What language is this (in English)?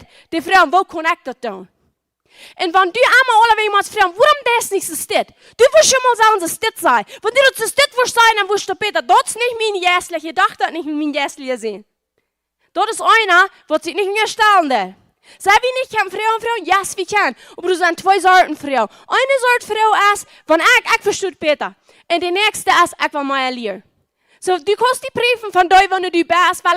Plautdietsch